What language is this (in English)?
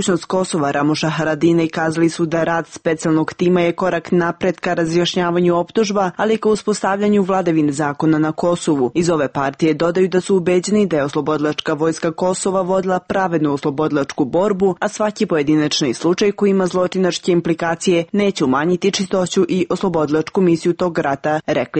Serbian